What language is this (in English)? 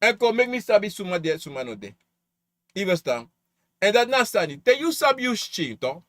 Sranan Tongo